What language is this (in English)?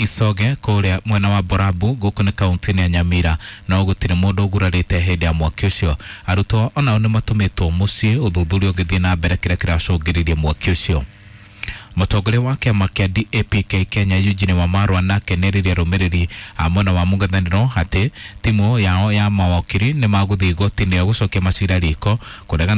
Kikuyu